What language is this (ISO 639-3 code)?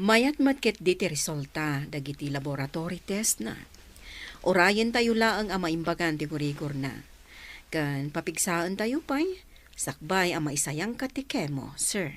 ilo